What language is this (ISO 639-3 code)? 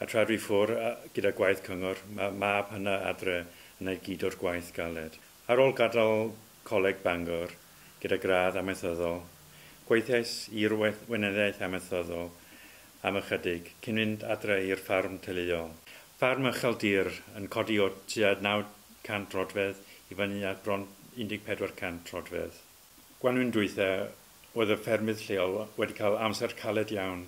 cym